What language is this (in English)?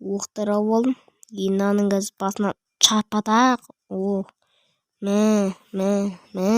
Kazakh